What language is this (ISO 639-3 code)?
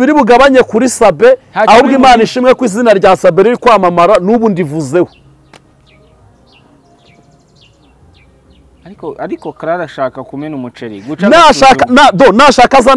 kin